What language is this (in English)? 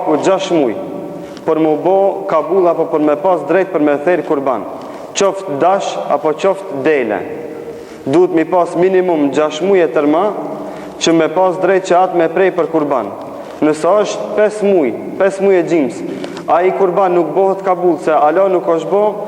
Albanian